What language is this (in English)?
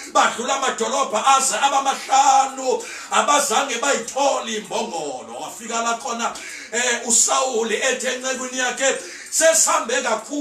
Zulu